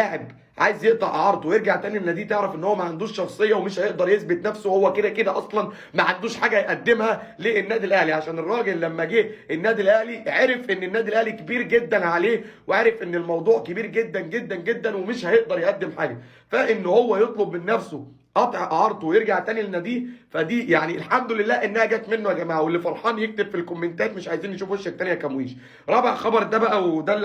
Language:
Egyptian Arabic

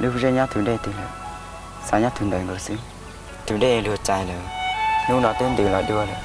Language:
Hmong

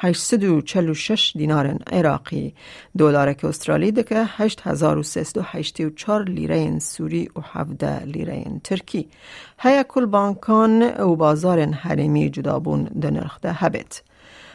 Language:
Kurdish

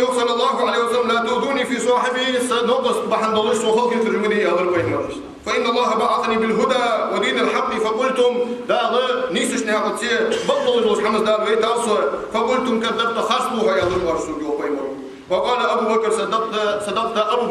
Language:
Ingush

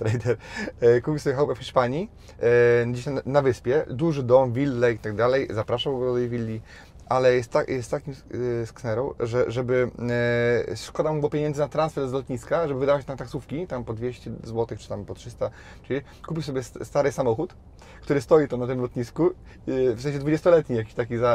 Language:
Polish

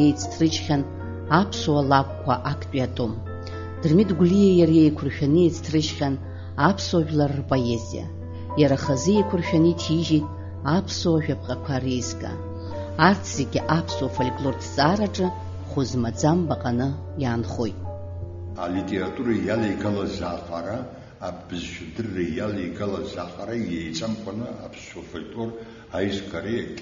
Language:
Abkhazian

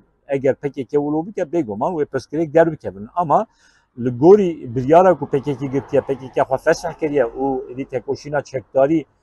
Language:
Kurdish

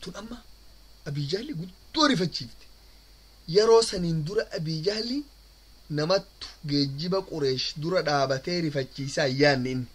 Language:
Oromo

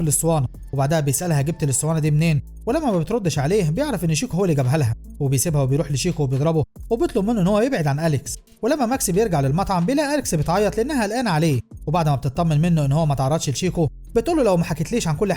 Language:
Egyptian Arabic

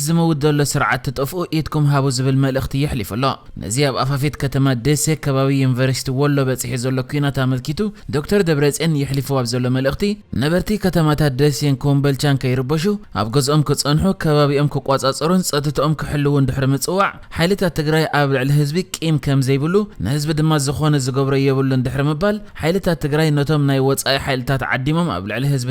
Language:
Tigrinya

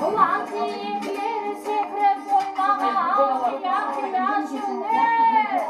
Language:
Kara-Kalpak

